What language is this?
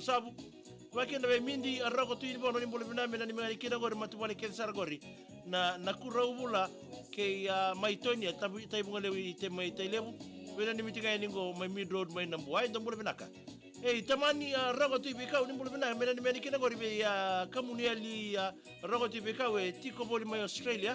Fijian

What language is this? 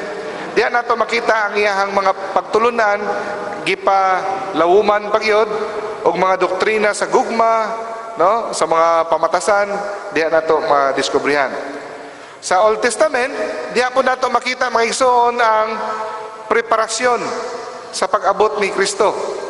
Cebuano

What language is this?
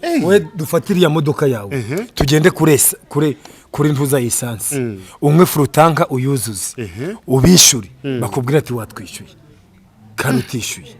Kinyarwanda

